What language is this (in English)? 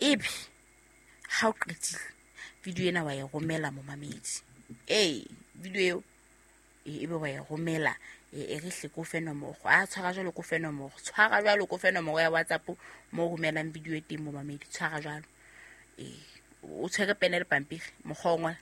Southern Sotho